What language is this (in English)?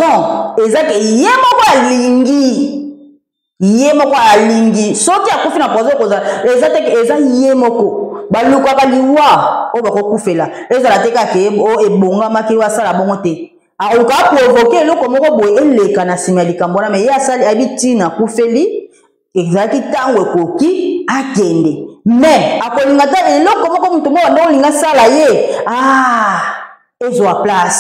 Lingala